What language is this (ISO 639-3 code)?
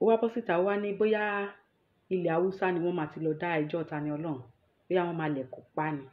yor